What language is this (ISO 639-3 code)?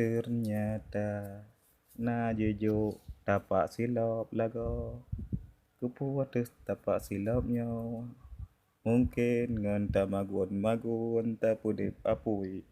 ace